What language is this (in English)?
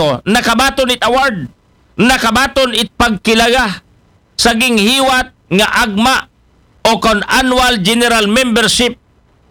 Aklanon